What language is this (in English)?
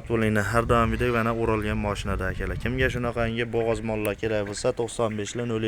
Uzbek